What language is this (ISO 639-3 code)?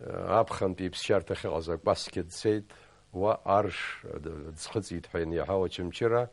abk